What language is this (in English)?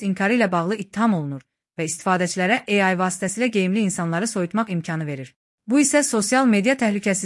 Azerbaijani